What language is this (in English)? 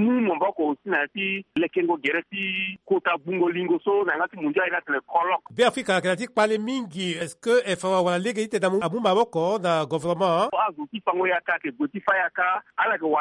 Sango